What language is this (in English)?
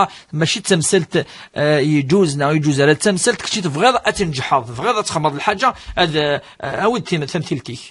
Kabyle